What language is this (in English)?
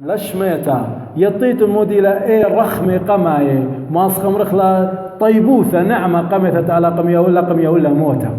Assyrian Neo-Aramaic